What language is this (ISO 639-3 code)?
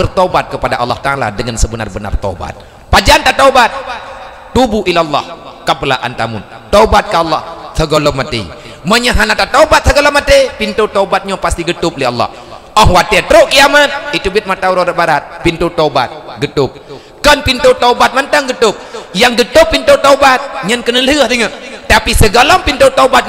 ace